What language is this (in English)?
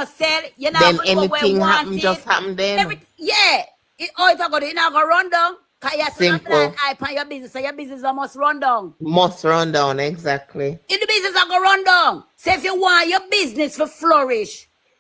Jamaican Creole English